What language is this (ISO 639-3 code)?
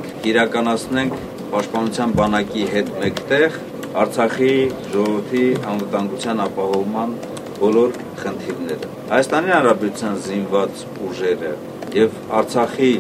hye